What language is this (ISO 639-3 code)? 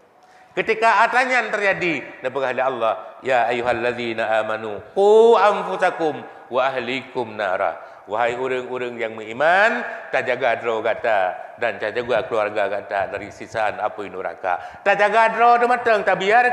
ace